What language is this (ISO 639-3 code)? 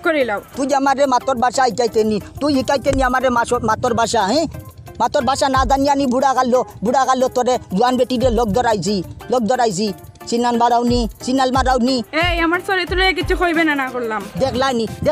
syl